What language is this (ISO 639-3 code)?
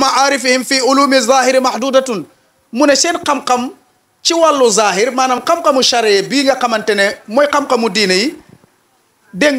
wol